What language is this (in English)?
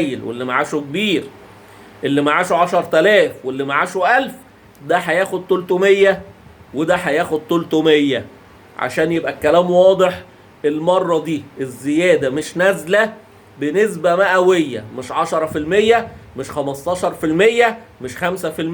Egyptian Arabic